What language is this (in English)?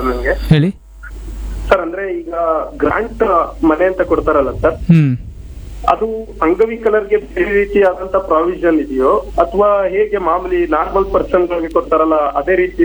Kannada